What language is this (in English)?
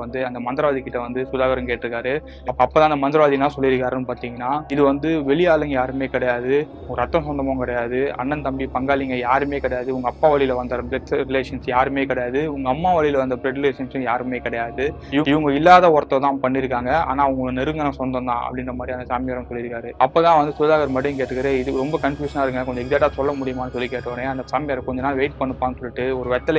Tamil